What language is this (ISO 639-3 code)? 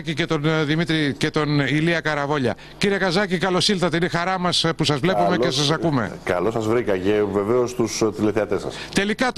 ell